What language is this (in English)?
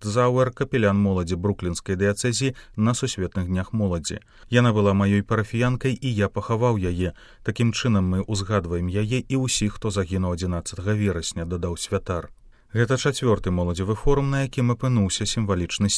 Belarusian